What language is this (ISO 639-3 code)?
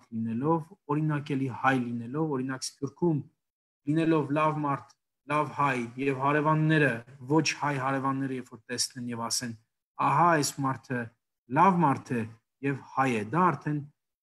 hye